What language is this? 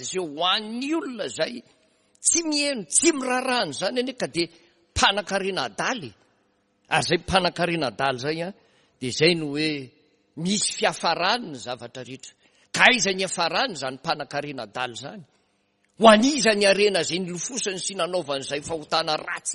Malagasy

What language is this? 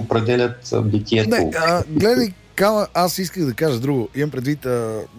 Bulgarian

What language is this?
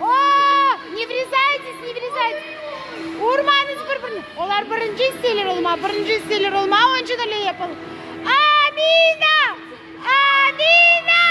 Crimean Tatar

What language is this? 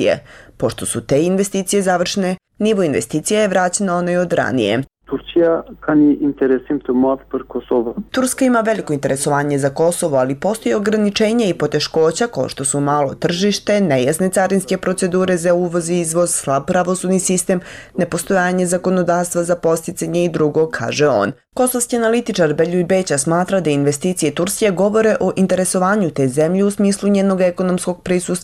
Serbian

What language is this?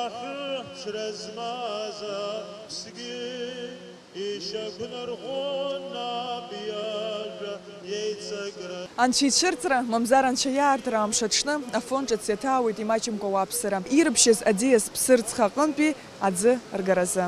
Abkhazian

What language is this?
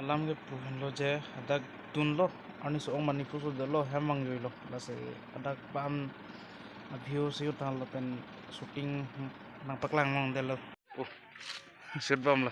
Karbi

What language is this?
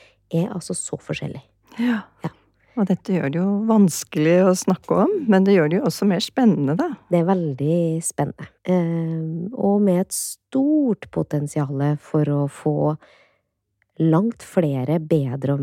Norwegian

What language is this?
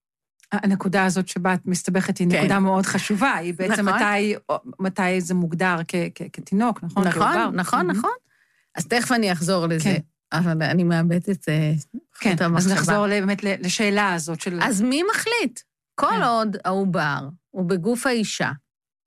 Hebrew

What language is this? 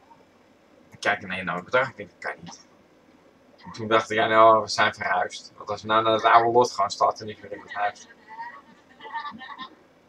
Dutch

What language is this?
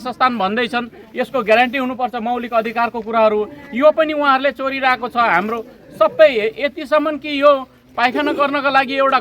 Nepali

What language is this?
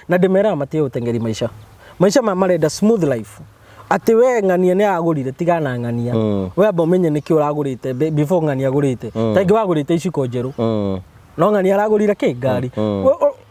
Kikuyu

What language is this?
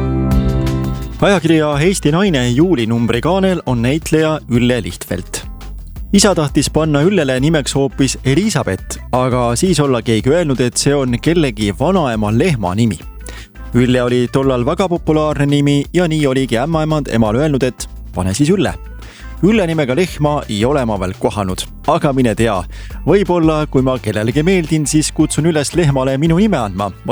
Estonian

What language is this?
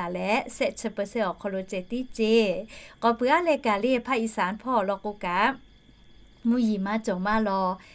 Lahu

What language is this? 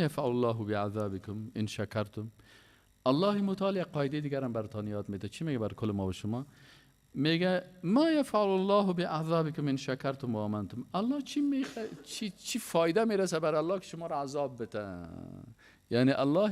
Persian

